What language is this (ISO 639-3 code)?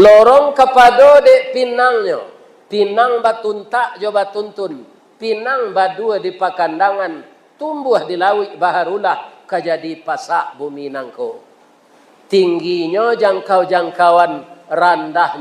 min